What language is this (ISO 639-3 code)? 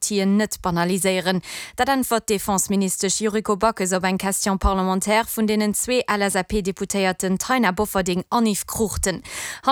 ltz